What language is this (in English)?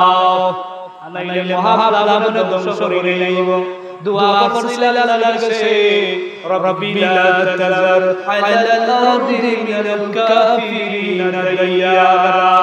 Sylheti